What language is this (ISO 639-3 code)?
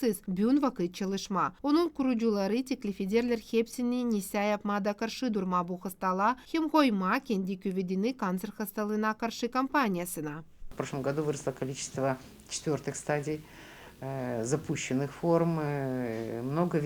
gag